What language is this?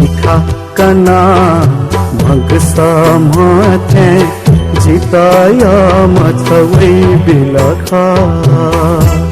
Newari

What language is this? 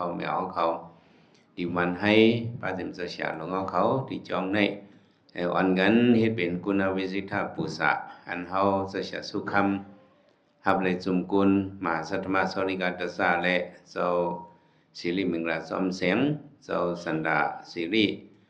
Shan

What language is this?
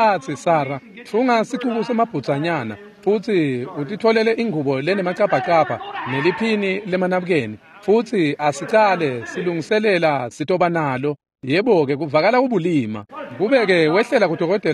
Swati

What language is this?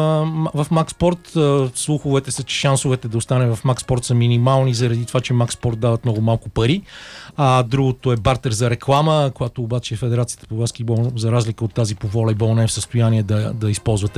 Bulgarian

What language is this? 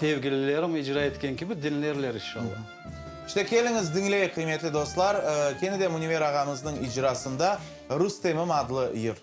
Crimean Tatar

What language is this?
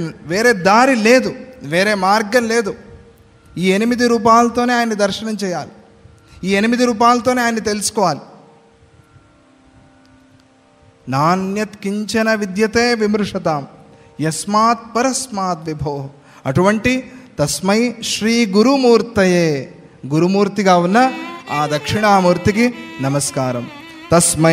Telugu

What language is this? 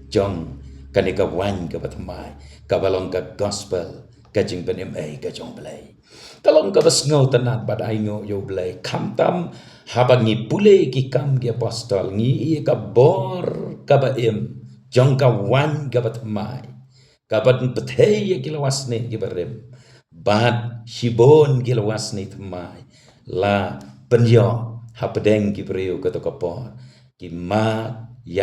Khasi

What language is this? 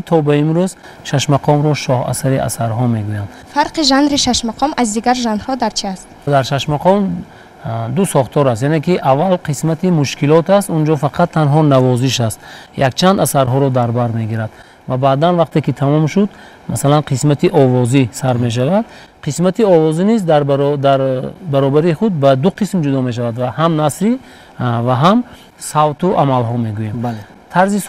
Tajik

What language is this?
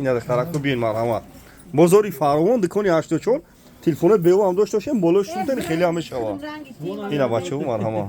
Tajik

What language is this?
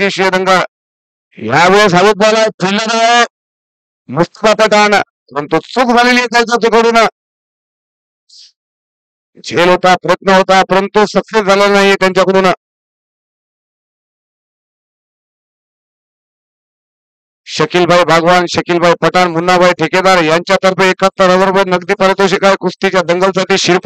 Marathi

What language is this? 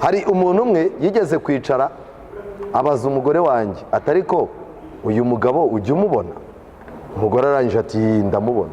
Kinyarwanda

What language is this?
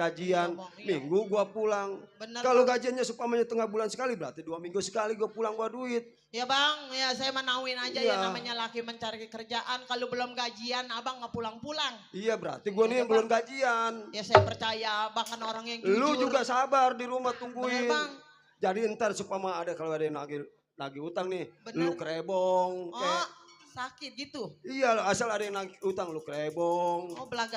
Betawi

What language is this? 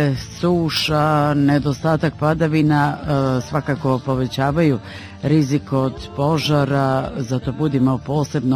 Bosnian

